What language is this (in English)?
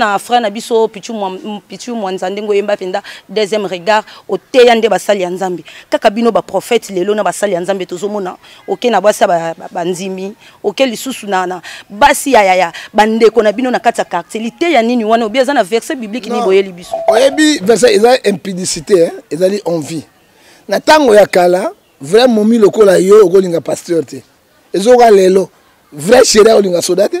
Lingala